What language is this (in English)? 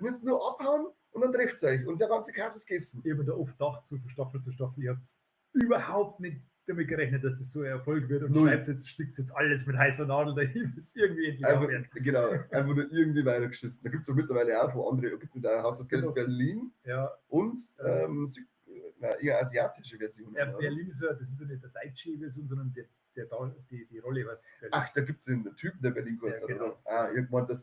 Bavarian